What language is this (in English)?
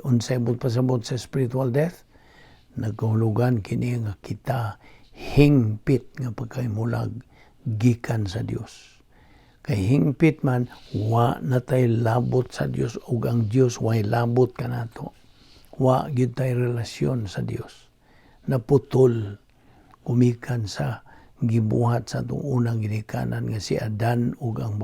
Cebuano